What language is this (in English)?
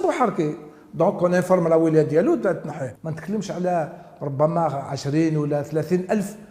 Algerian Arabic